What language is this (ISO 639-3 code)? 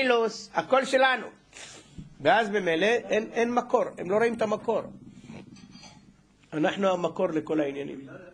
heb